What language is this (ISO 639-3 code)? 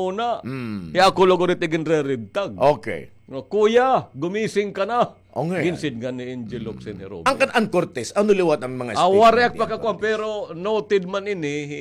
war